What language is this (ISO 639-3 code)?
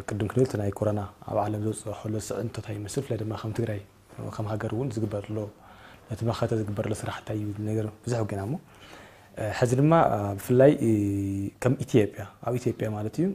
tir